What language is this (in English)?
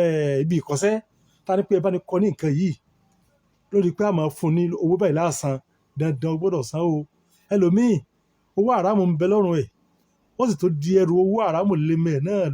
Yoruba